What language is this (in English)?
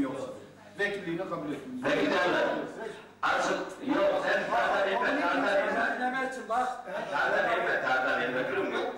Turkish